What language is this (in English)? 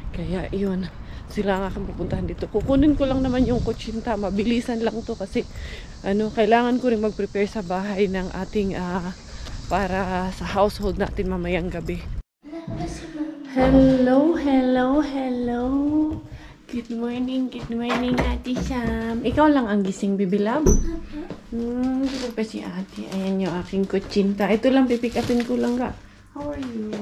Filipino